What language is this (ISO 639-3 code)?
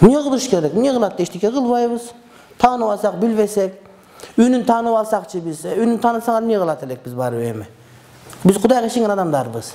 kir